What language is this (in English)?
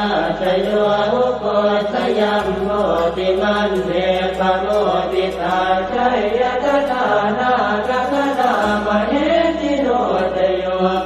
Pali